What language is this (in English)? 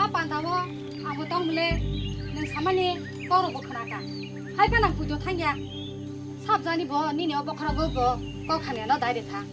Kok Borok